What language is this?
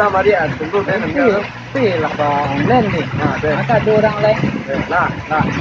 Minangkabau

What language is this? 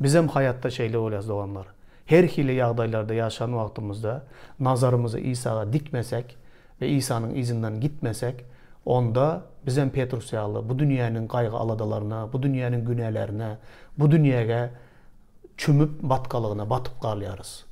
Turkmen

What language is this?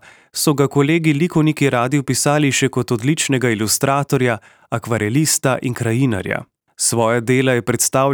Slovenian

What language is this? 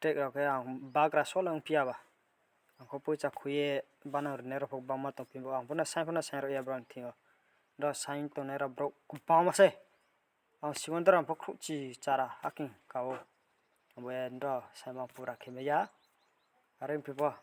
Riang (India)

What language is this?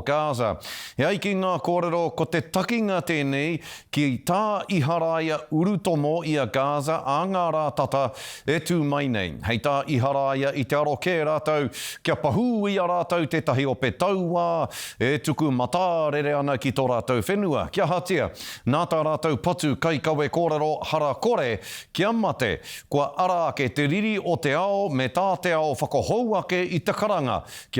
Māori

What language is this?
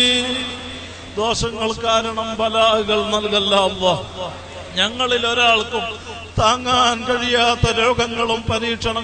Malayalam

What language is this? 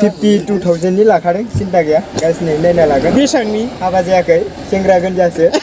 Bodo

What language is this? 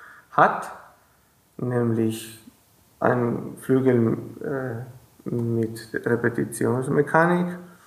German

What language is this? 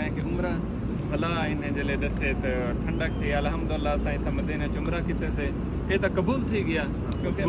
Saraiki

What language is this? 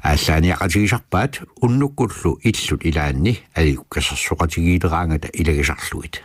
Kalaallisut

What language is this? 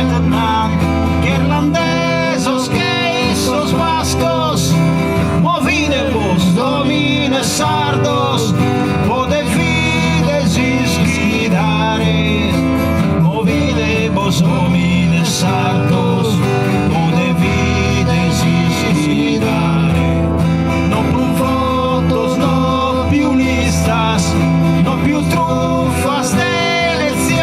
Sardinian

